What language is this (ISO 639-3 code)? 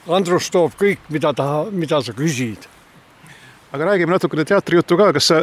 est